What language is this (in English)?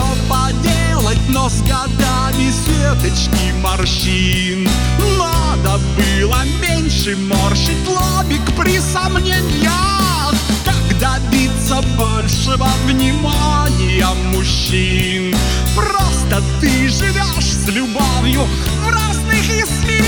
Russian